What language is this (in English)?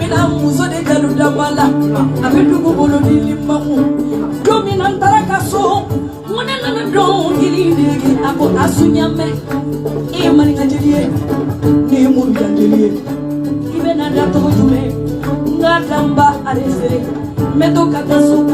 Bambara